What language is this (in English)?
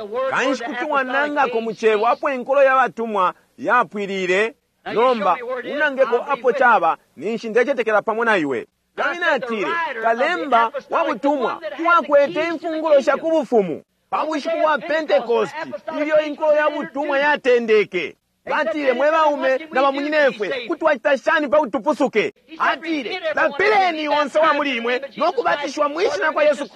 Bemba